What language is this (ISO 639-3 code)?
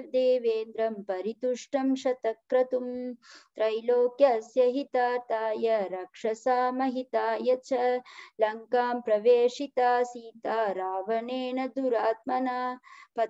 san